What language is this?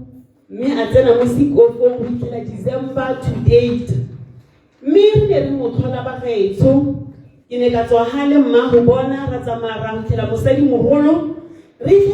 Tswana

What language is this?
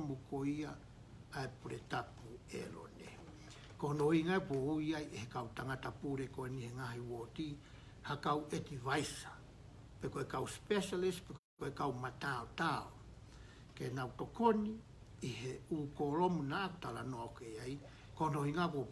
Tongan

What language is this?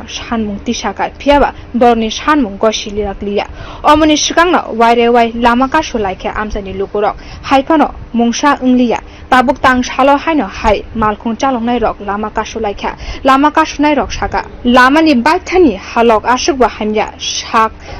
Kok Borok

